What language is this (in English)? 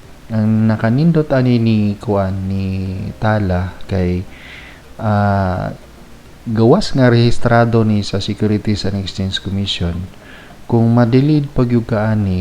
Cebuano